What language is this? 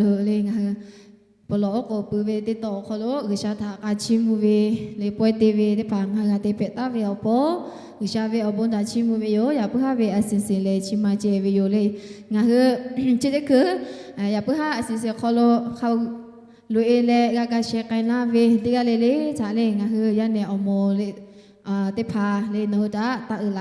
Lahu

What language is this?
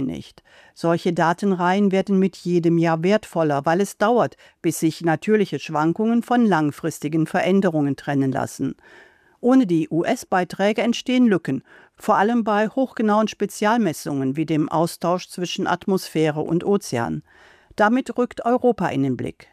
German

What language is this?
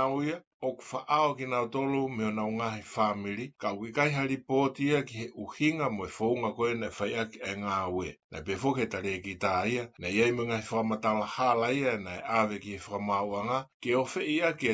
Tongan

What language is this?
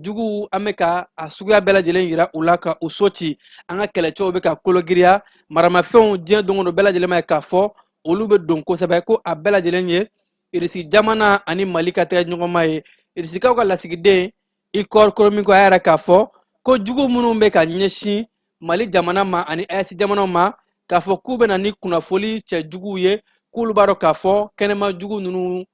Bambara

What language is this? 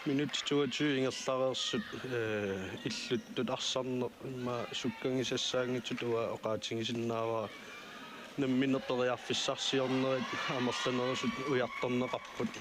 Kalaallisut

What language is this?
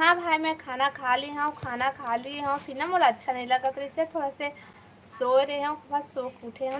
Chhattisgarhi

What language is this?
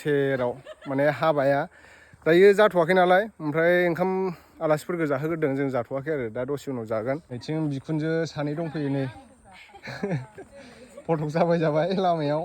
Bodo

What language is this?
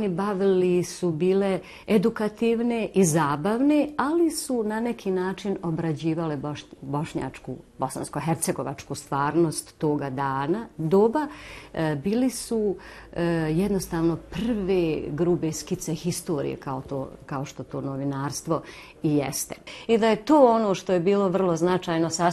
Bosnian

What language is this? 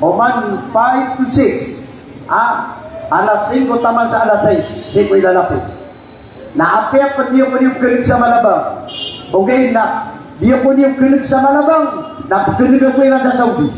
Maranao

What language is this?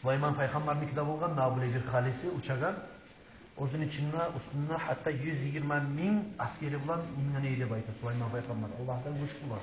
Kumyk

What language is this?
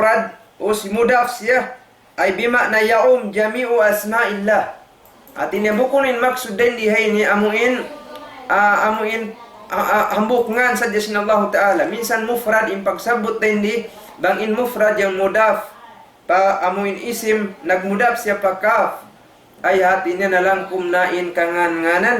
Tausug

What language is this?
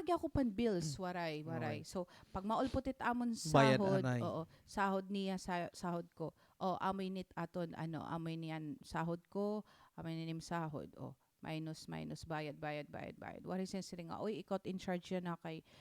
Waray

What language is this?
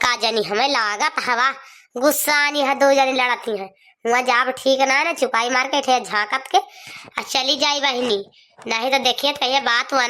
Awadhi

